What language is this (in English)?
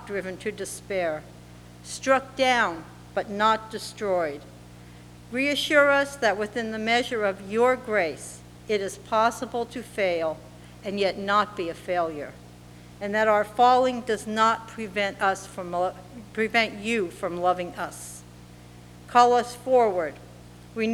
English